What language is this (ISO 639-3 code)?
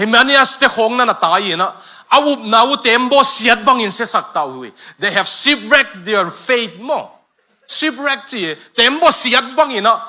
ctd